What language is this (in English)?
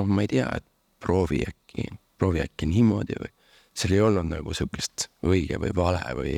Estonian